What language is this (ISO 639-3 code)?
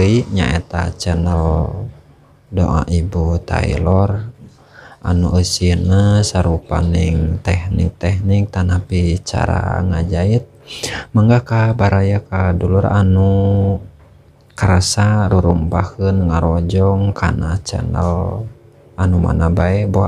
sun